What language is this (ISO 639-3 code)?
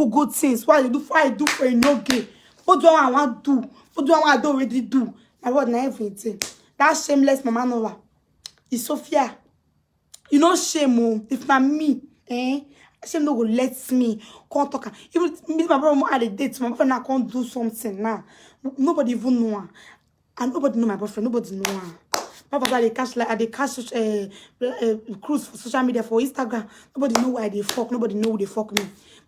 pcm